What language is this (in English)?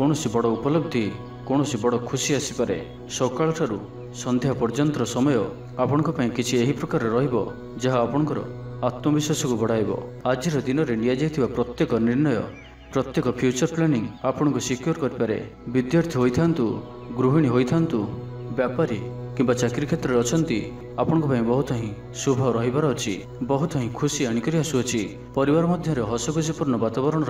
Odia